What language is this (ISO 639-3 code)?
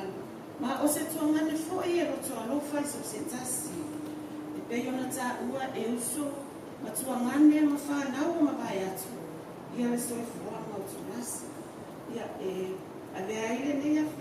smo